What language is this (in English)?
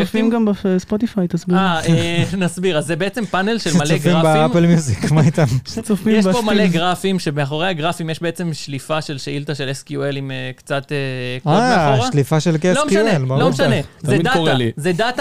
Hebrew